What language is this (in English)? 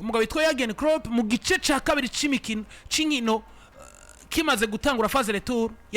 Rundi